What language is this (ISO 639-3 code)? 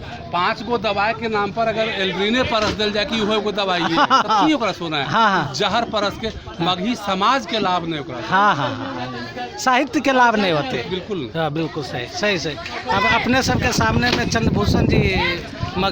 mag